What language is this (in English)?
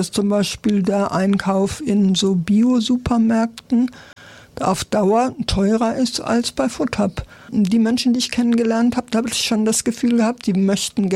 German